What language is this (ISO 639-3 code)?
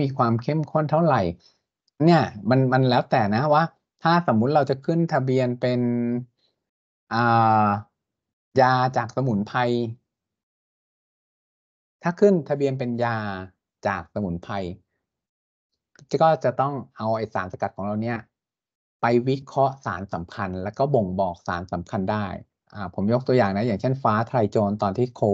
tha